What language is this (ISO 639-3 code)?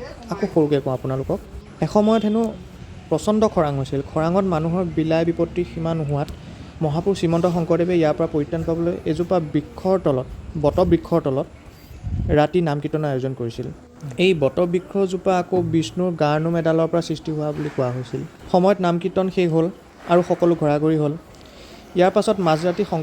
asm